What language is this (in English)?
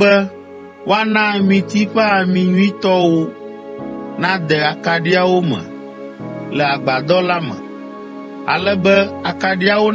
Ewe